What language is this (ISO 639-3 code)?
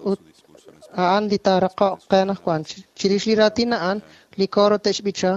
kek